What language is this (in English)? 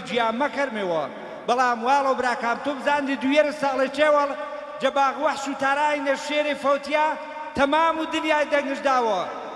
Gurani